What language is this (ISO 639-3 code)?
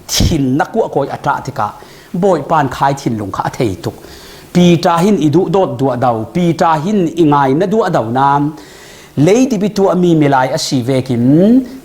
cfm